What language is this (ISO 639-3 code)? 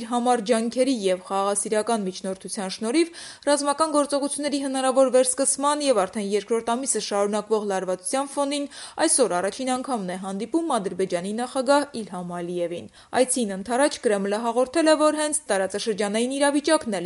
hye